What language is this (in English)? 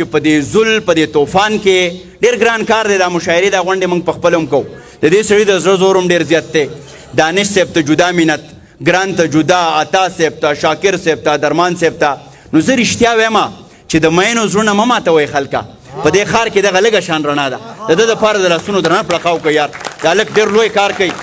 Pashto